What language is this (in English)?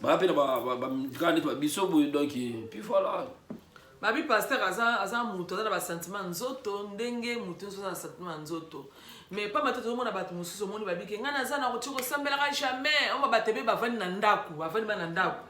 Lingala